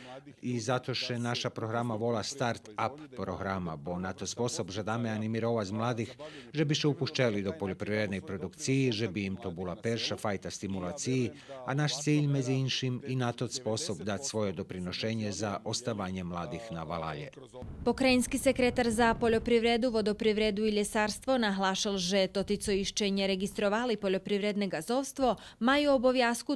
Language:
Rusyn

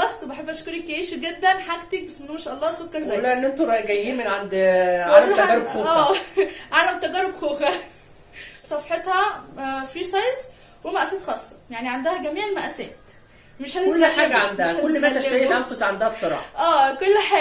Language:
Egyptian Arabic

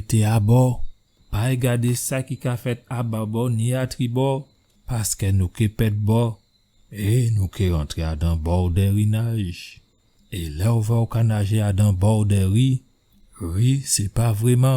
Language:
Guadeloupean Creole French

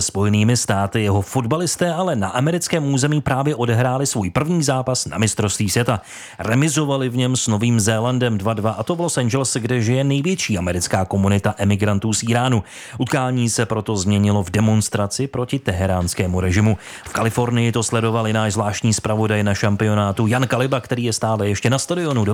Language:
Czech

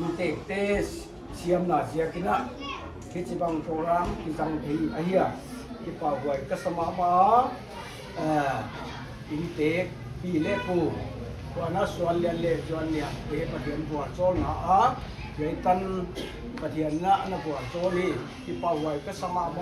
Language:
Paite Chin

